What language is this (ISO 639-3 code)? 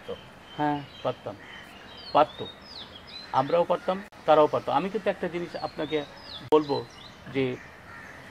ben